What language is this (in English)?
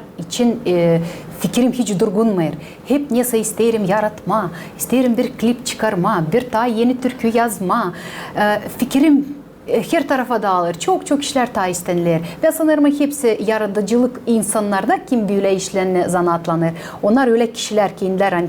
Gagauz